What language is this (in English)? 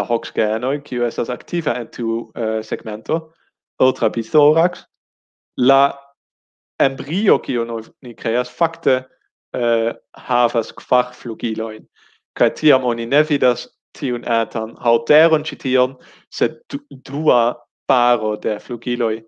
Esperanto